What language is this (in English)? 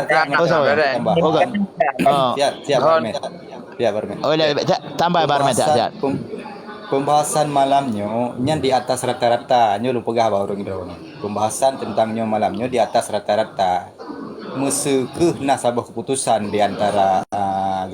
Achinese